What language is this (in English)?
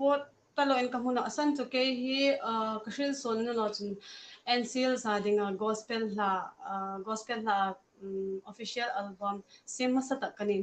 Hmar